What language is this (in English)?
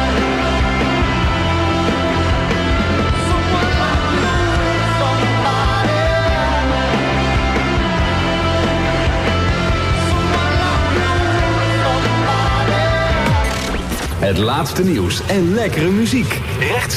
Dutch